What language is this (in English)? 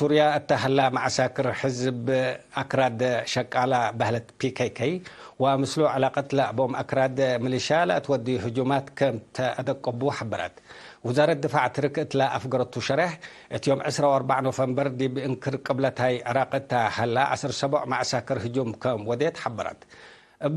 Tigre